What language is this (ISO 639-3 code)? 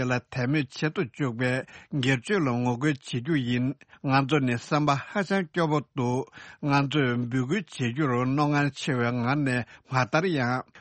bod